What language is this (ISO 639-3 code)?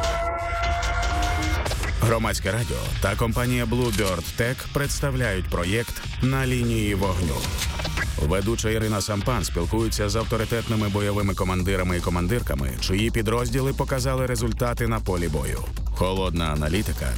ukr